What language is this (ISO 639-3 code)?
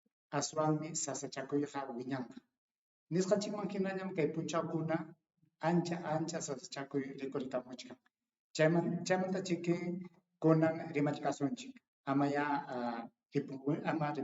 quy